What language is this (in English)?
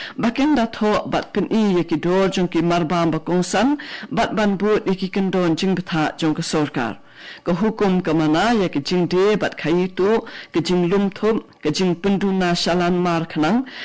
Khasi